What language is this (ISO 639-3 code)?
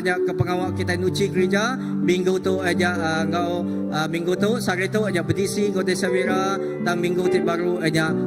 iba